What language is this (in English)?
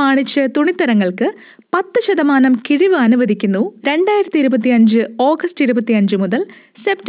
Malayalam